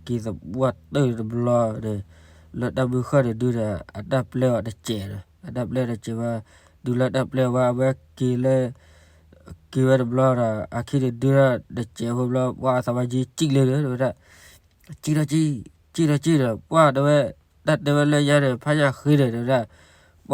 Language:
S'gaw Karen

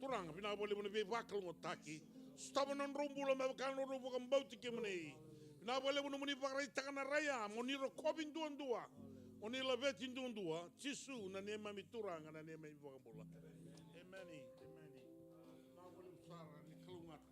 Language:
Fijian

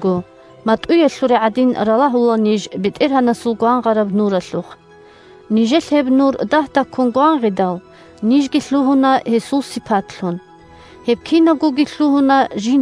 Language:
Avaric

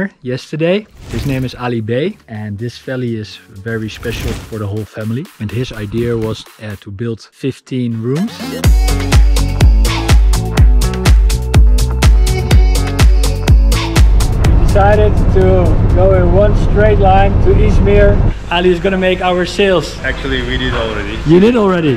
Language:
English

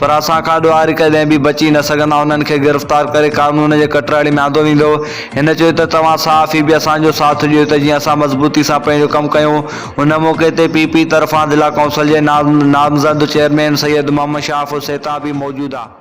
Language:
Sindhi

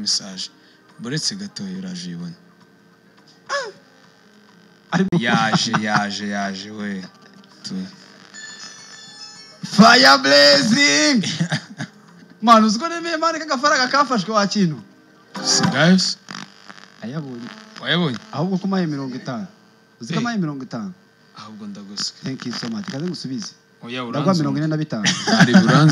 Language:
Kinyarwanda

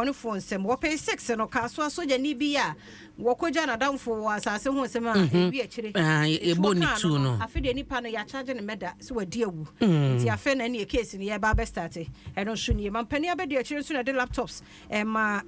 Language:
Akan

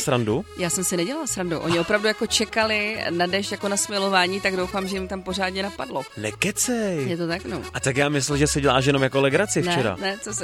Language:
Czech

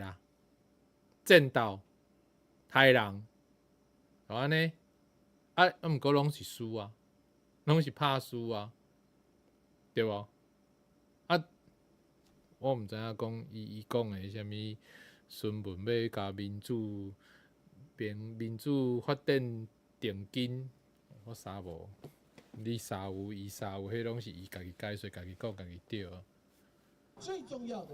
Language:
Min Nan Chinese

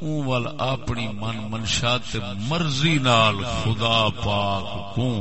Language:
Saraiki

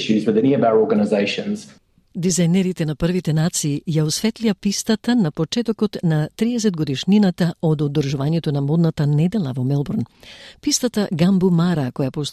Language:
Macedonian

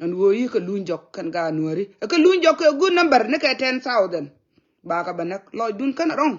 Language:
Nuer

